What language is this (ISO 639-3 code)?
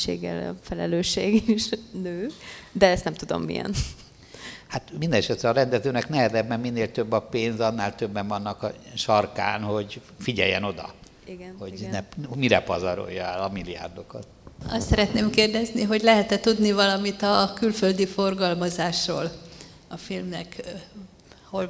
hun